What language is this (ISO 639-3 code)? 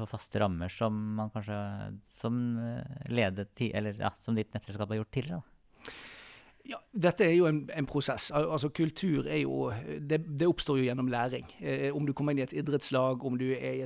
nor